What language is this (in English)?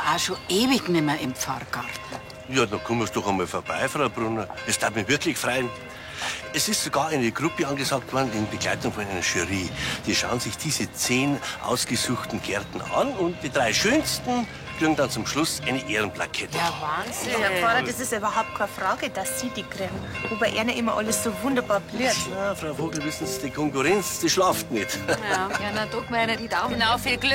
Bavarian